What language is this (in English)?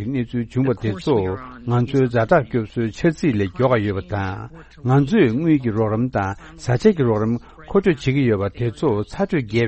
Tibetan